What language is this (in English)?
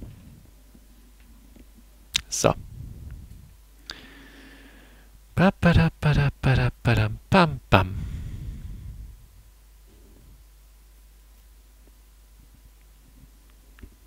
German